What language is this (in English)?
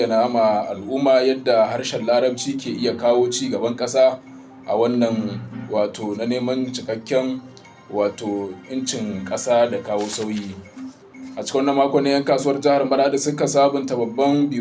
Hausa